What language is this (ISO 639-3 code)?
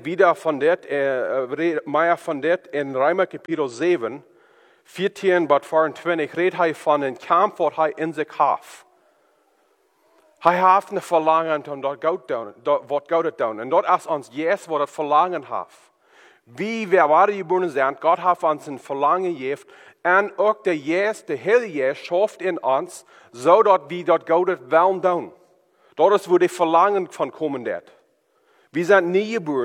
deu